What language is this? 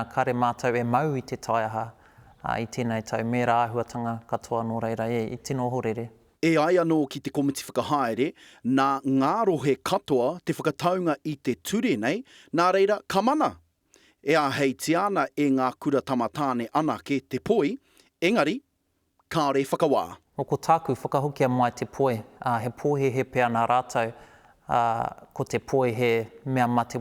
Māori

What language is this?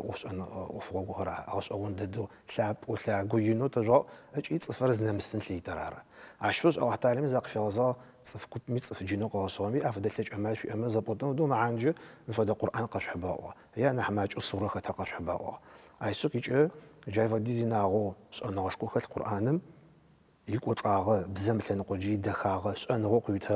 Adyghe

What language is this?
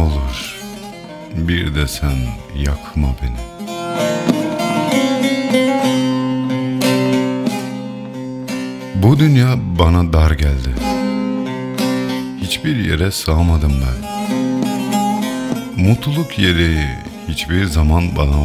Turkish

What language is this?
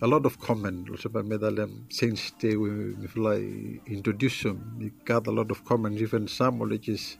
Bislama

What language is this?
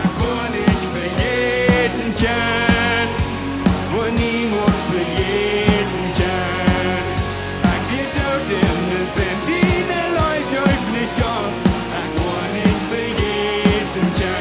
Plautdietsch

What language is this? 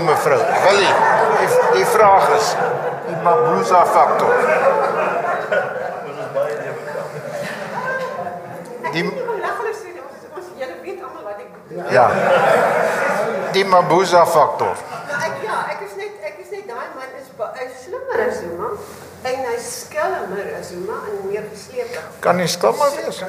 Afrikaans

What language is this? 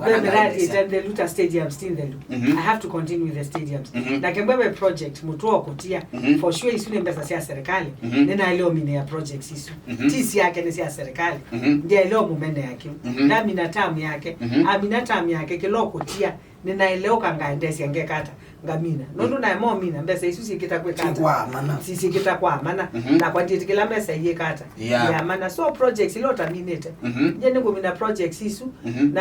Kamba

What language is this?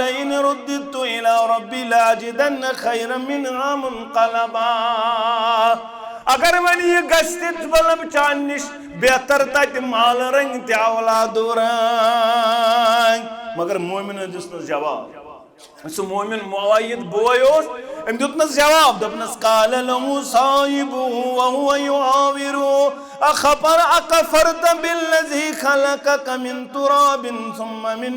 Kashmiri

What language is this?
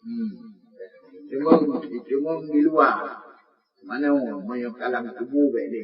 Achinese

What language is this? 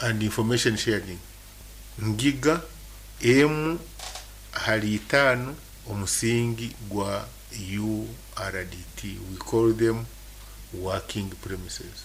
Nyankole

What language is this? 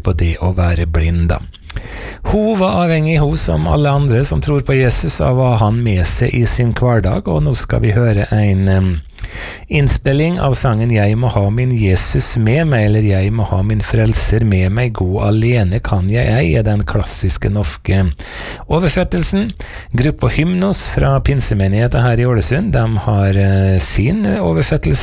Norwegian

